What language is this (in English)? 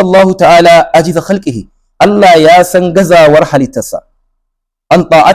Hausa